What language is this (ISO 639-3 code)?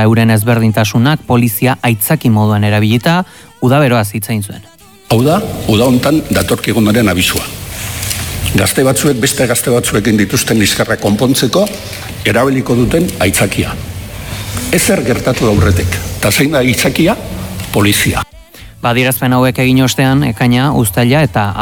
eus